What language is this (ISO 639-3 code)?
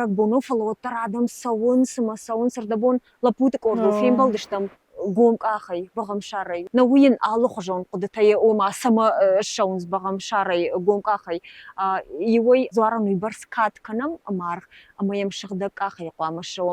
oss